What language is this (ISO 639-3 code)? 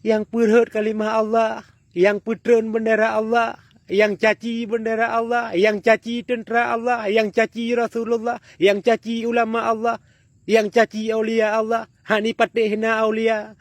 ace